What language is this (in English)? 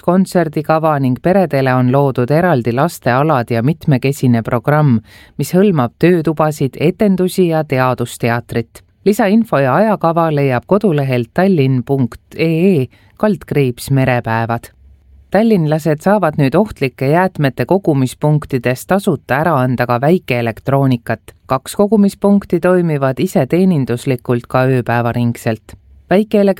Estonian